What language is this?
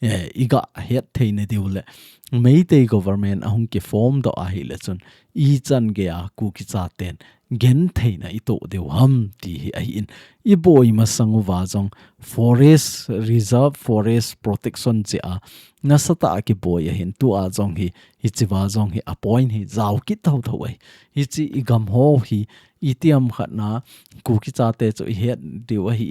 Thado Chin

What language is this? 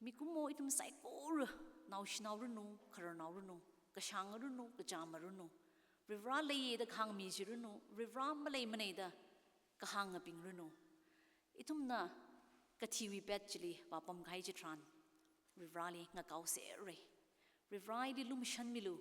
Tangkhul Naga (India)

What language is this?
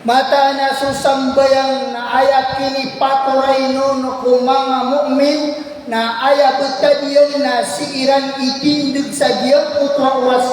Maranao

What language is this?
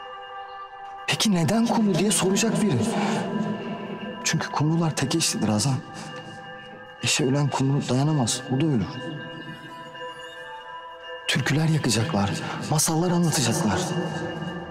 Turkish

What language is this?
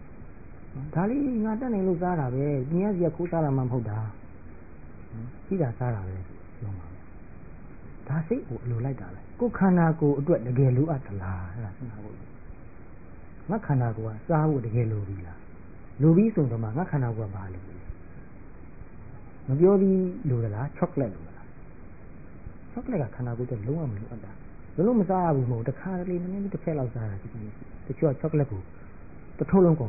Burmese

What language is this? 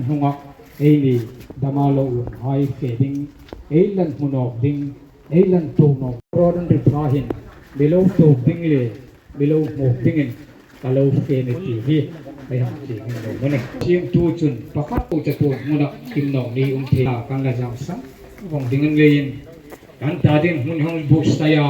Hmar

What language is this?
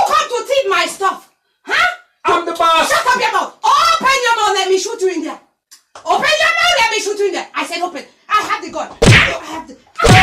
Jamaican Creole English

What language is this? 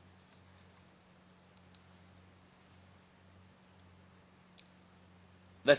Italian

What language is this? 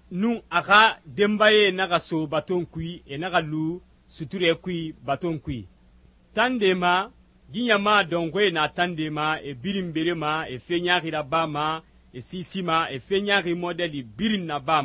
Susu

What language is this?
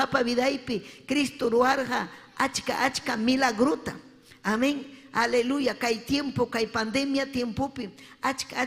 Ayacucho Quechua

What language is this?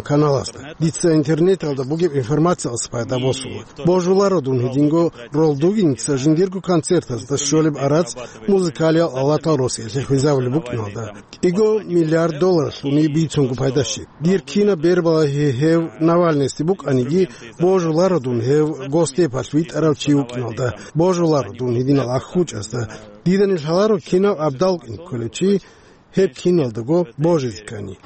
Avaric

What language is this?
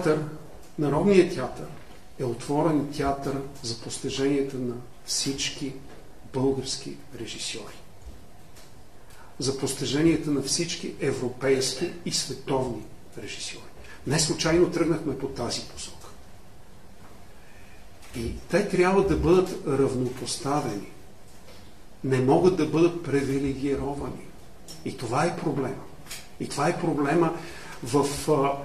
Bulgarian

